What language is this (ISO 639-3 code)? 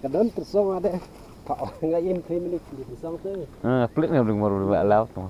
kha